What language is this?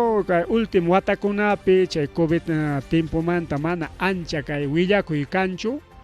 Ayacucho Quechua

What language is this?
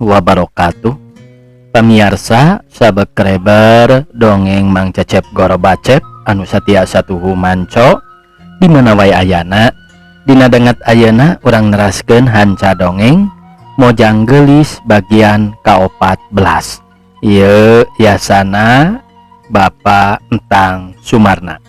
Sundanese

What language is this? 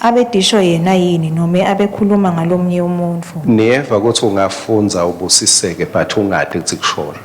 Swati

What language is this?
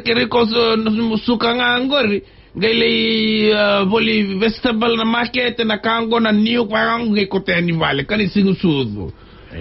Fijian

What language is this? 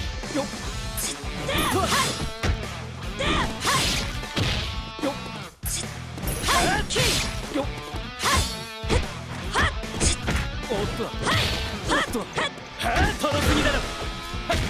Japanese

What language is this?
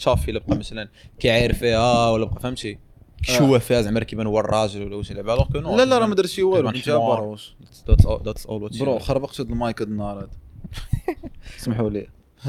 Moroccan Arabic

